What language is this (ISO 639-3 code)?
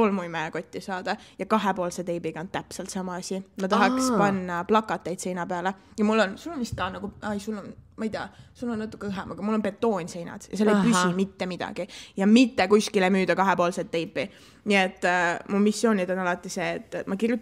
est